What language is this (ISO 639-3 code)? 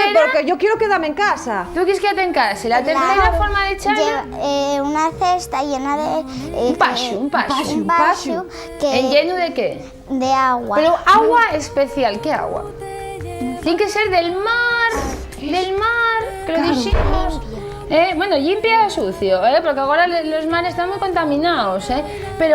ast